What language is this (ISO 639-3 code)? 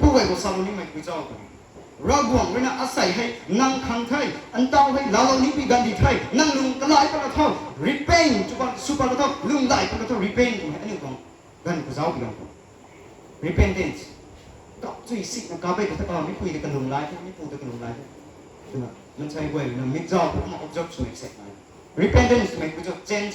nbu